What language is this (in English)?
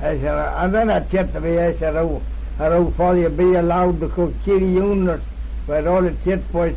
Manx